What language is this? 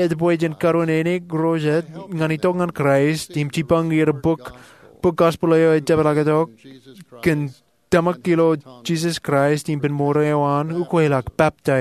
Marshallese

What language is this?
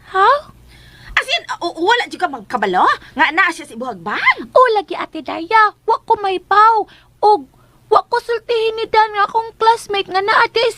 Cebuano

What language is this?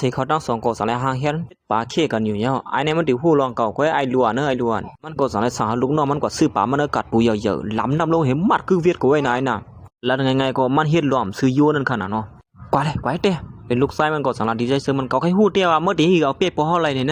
Shan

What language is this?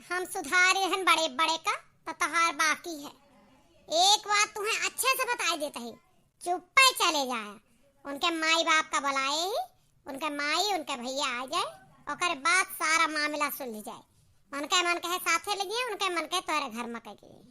Awadhi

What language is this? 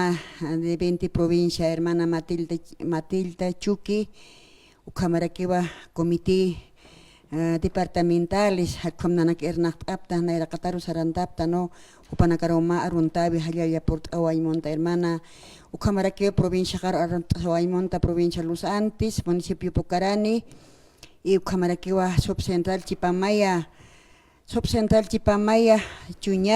Aymara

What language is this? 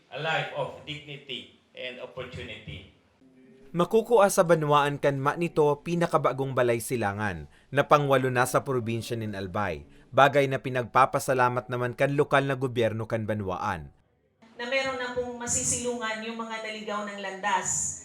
Bikol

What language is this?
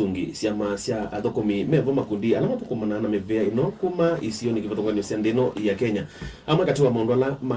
Kamba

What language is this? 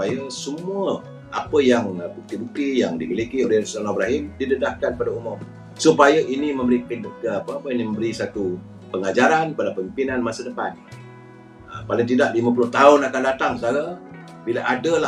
Malay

